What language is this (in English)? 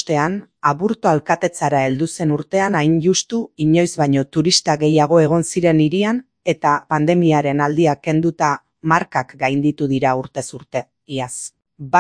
Basque